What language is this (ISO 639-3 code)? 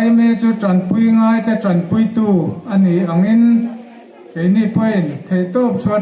hmr